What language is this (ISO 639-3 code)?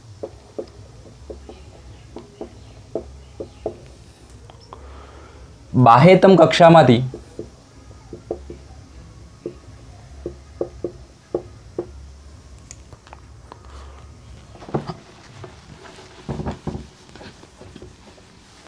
guj